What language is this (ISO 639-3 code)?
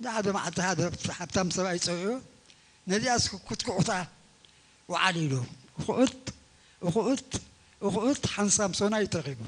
tir